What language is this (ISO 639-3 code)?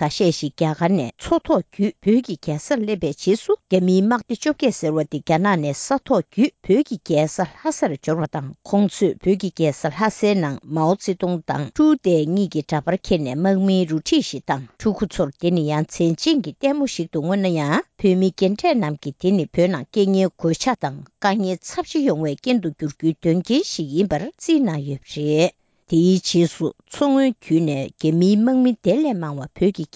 bod